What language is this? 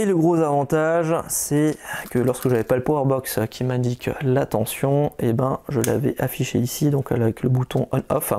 French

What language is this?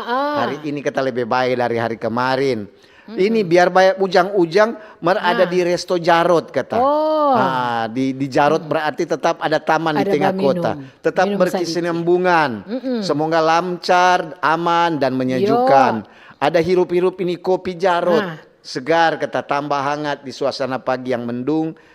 Manado Malay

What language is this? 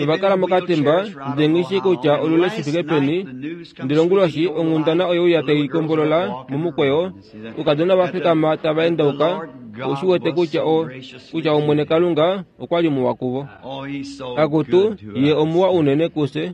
Kuanyama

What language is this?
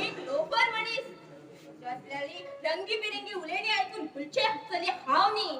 Konkani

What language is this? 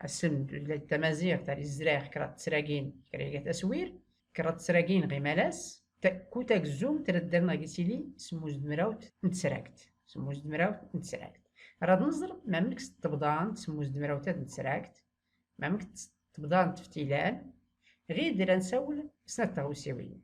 Tachelhit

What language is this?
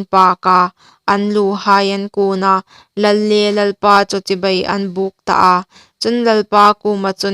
Hmar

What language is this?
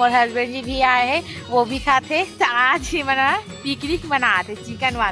Chhattisgarhi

